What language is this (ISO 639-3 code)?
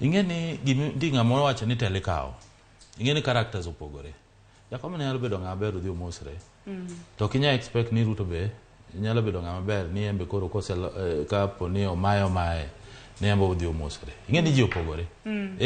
luo